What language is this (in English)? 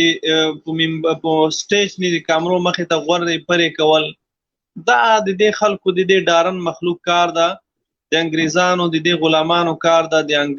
Pashto